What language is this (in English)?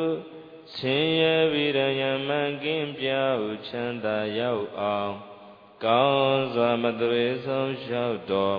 Burmese